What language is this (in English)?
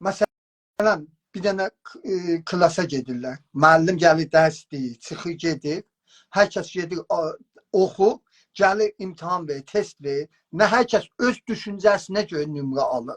South Azerbaijani